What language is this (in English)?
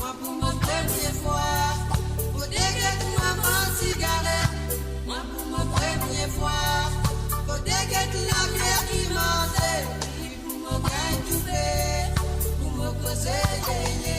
Morisyen